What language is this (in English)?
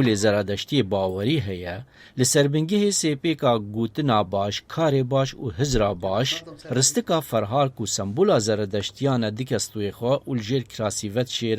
Kurdish